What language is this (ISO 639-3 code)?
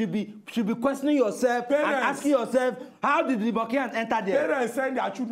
pcm